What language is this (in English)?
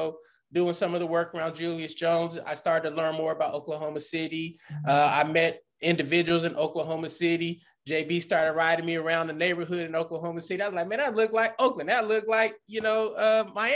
English